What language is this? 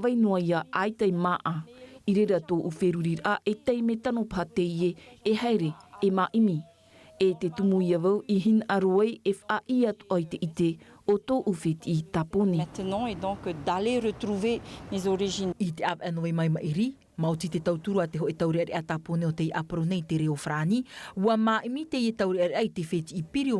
Tahitian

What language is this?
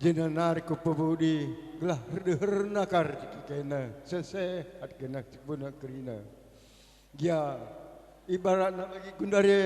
Batak Karo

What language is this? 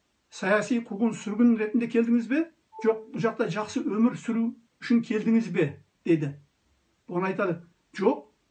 Kazakh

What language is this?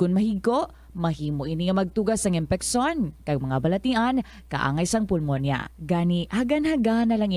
Hiligaynon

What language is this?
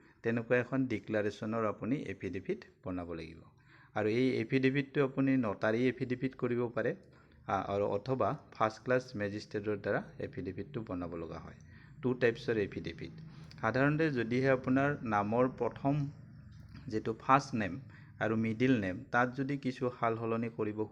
Assamese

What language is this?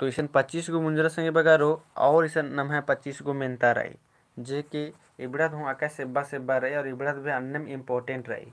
Kurukh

